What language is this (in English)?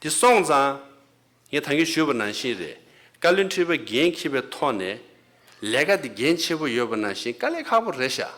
Tibetan